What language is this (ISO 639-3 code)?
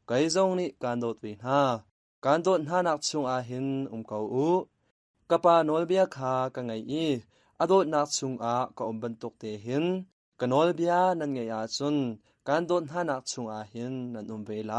cnh